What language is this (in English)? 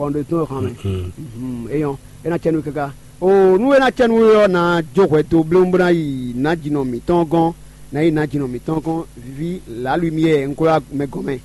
Fon